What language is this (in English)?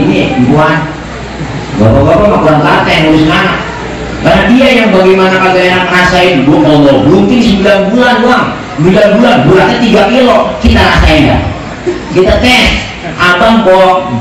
Betawi